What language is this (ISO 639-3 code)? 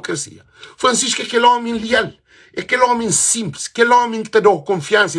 kea